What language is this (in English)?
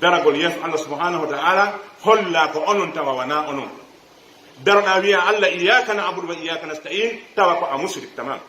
Pular